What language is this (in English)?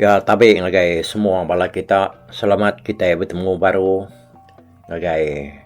Iban